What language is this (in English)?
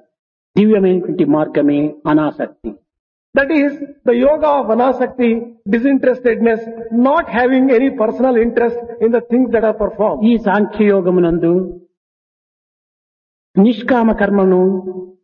Telugu